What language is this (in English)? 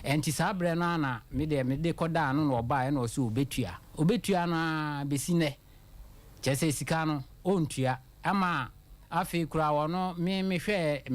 Akan